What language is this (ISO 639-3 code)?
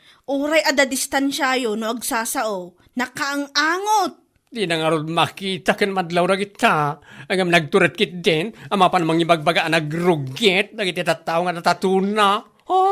ilo